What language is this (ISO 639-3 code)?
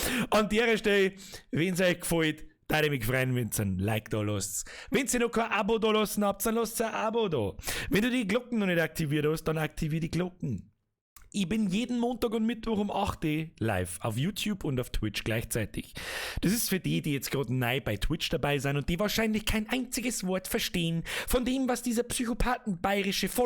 bar